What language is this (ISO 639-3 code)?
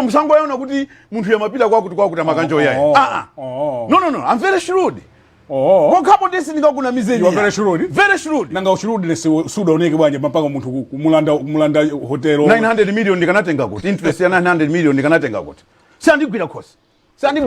nya